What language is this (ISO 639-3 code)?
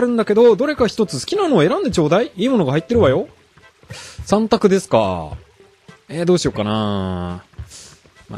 jpn